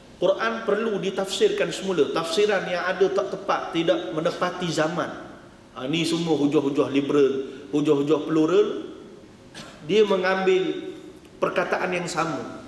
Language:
Malay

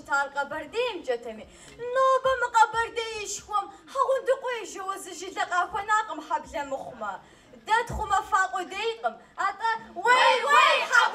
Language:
Kabardian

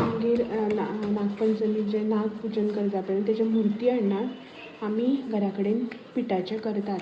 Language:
Konkani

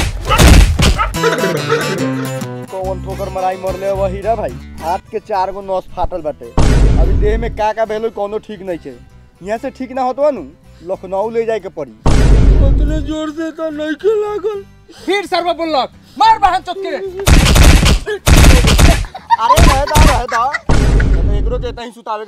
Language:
Bhojpuri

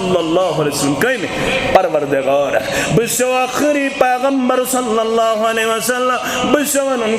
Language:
Kashmiri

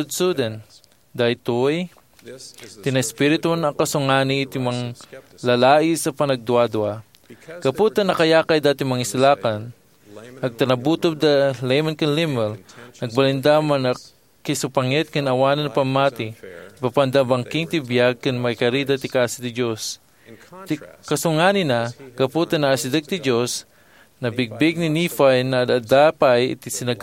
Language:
Iloko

